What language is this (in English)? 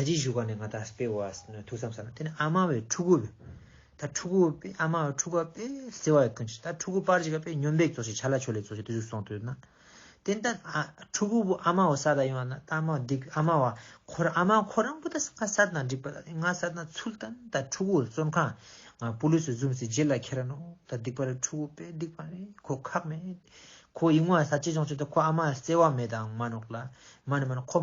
Ladakhi